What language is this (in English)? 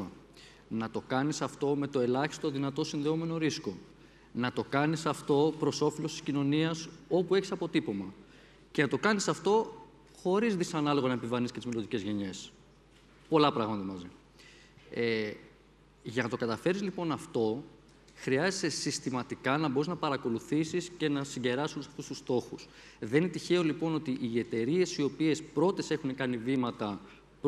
Greek